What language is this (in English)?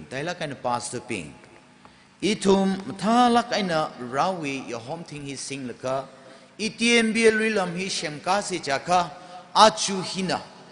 Tangkhul Naga (India)